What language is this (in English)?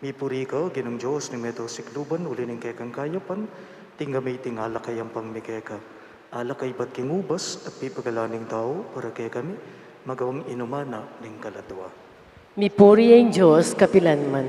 Pampanga